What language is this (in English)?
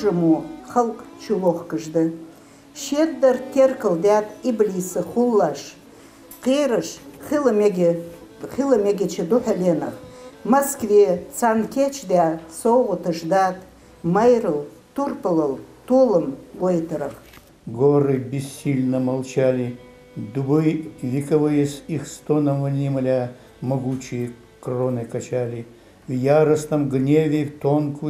Ingush